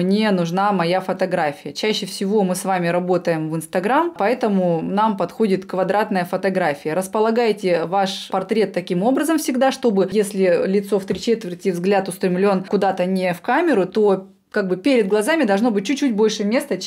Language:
Russian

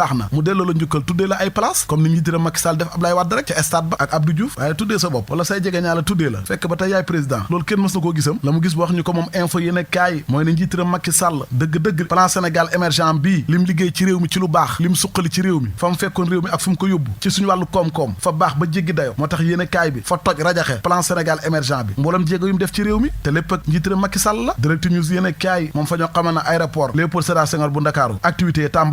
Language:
Wolof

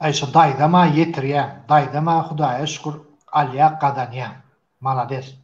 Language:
Turkmen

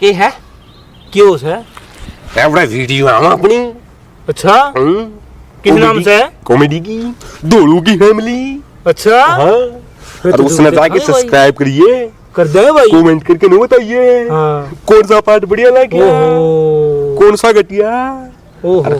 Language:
Haryanvi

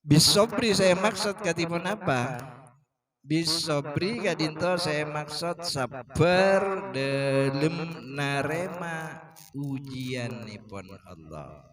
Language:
Madurese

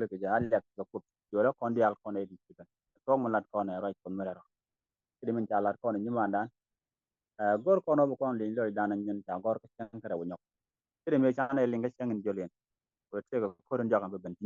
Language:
Nuer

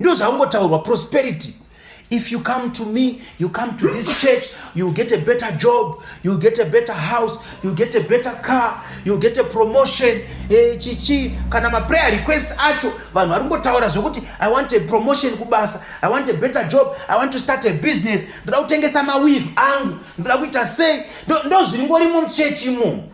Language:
Shona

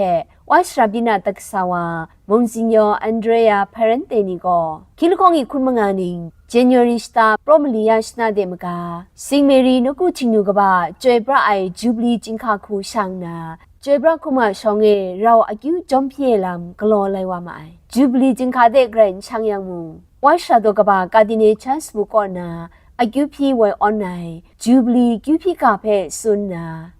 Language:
Kachin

